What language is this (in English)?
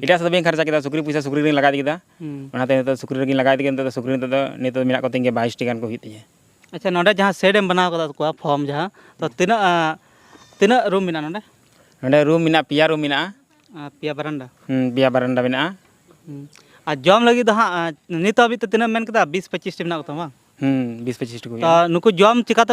Santali